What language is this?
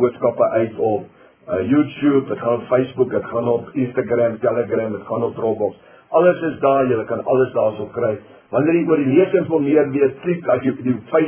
Afrikaans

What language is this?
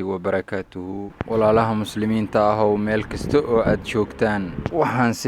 Somali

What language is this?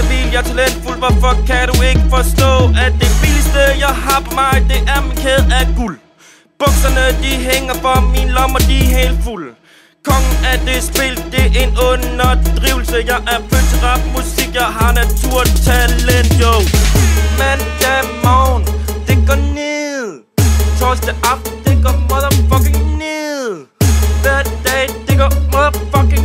Danish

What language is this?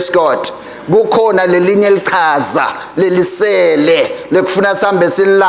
Swati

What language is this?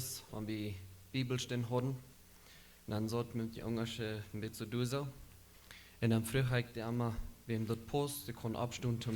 Plautdietsch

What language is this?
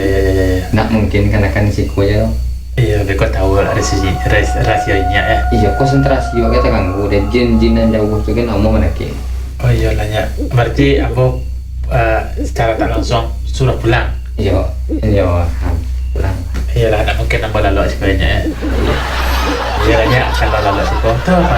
Minangkabau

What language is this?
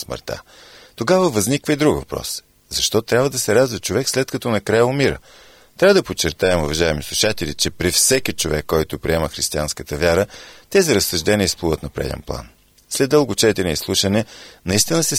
Bulgarian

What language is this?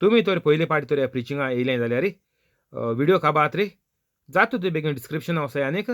Konkani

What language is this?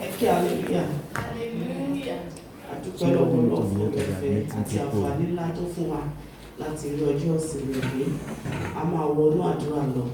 Yoruba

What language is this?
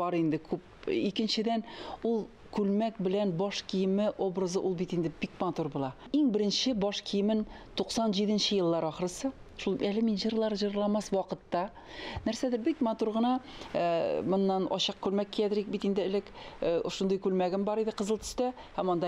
Tatar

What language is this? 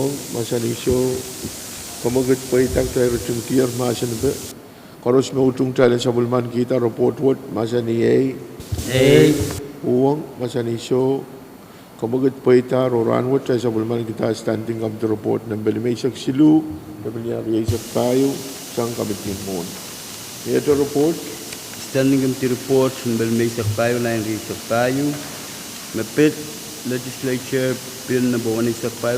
Pohnpeian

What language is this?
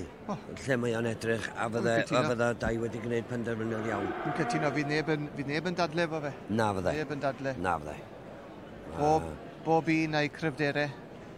Welsh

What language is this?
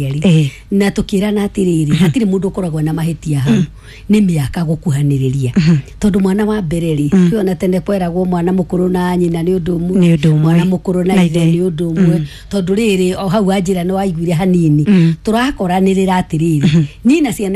Kikuyu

